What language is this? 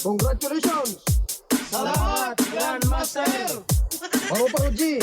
Waray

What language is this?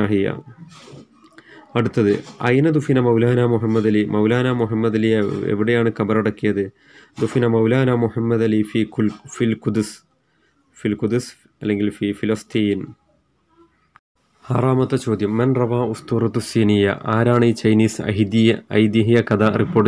Malayalam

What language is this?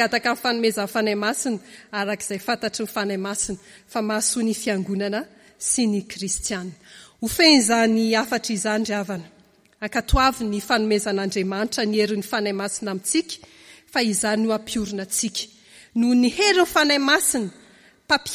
Malagasy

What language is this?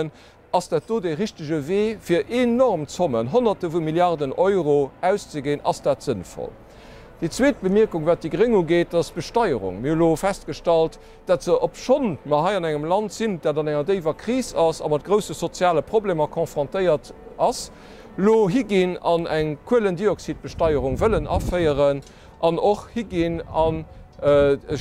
Luxembourgish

